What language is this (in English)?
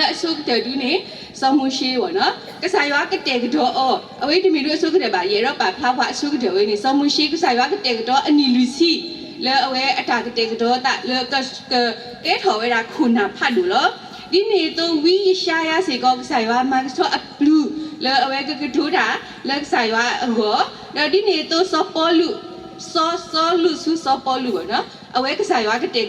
S'gaw Karen